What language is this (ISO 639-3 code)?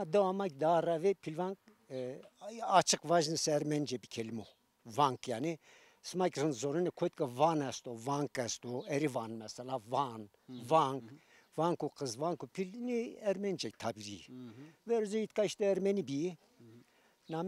zza